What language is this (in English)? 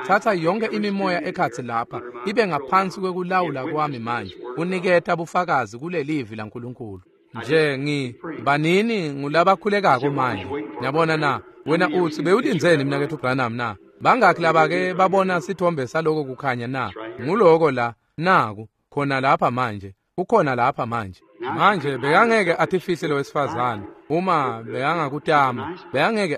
Swati